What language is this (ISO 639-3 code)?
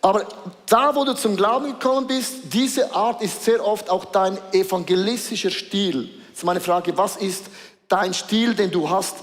gsw